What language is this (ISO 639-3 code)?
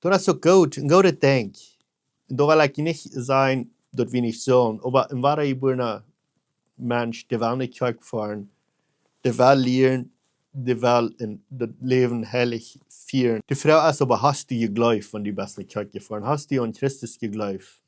pdt